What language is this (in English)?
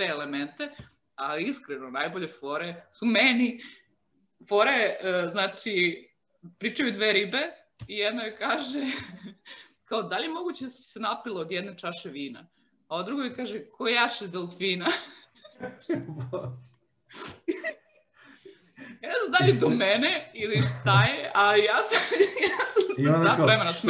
Serbian